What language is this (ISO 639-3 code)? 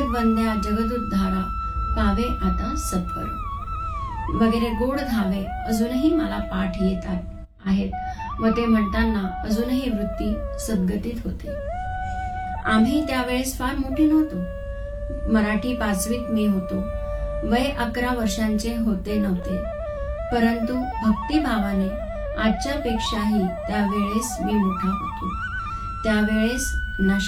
mar